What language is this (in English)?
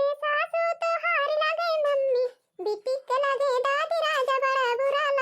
Awadhi